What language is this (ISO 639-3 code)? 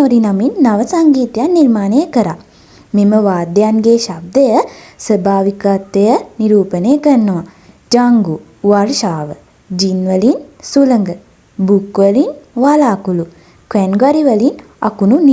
sin